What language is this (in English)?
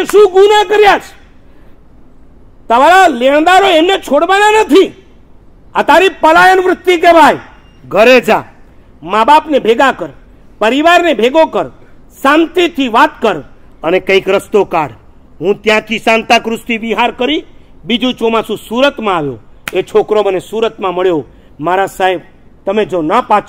Gujarati